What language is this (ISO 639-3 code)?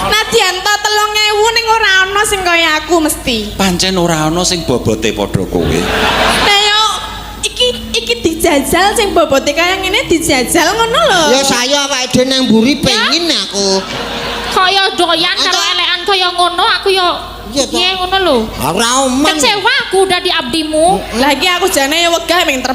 jav